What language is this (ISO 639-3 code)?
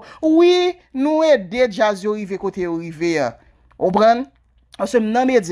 hat